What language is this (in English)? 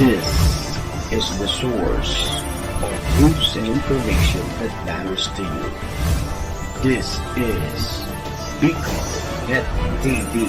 Bikol